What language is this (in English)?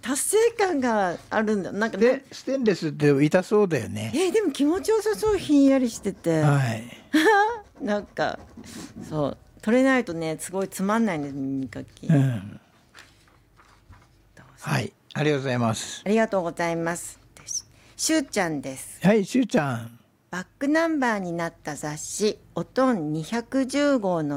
Japanese